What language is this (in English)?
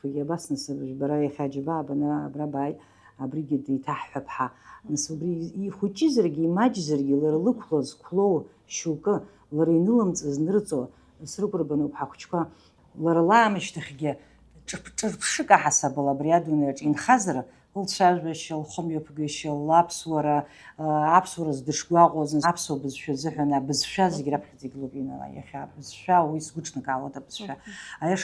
Abkhazian